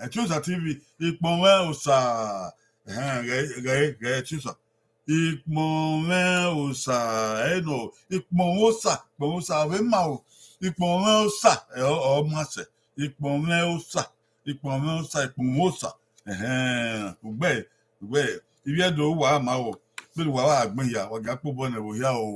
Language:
Bini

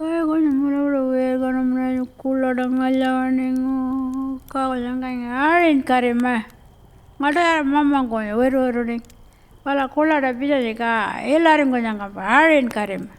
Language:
Pitjantjatjara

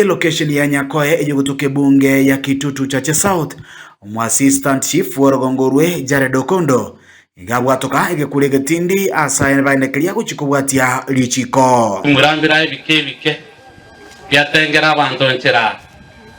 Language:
Gusii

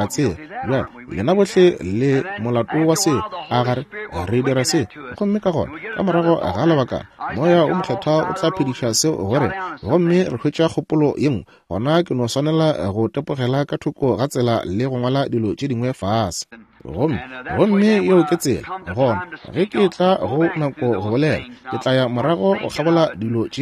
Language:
Northern Sotho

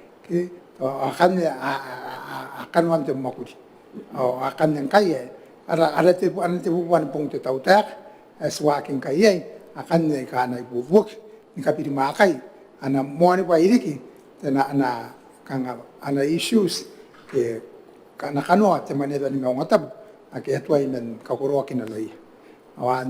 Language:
Gilbertese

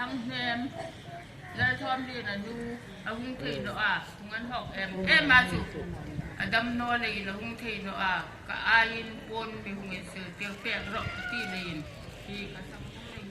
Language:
Hmar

